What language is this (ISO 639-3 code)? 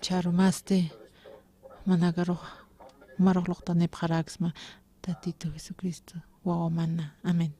aym